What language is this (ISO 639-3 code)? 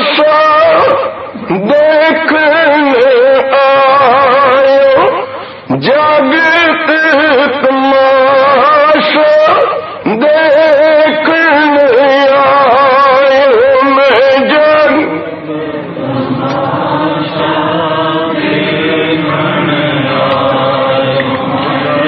urd